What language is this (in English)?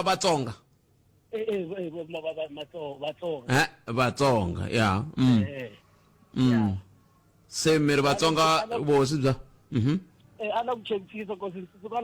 Tsonga